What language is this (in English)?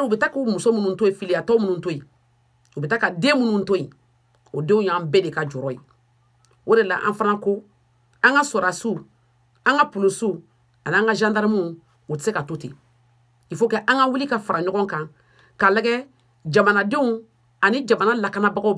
Bambara